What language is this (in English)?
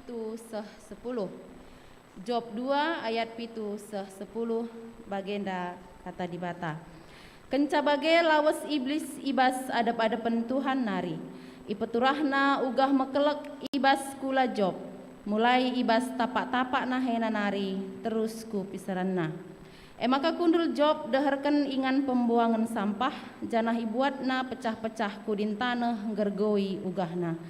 Batak Karo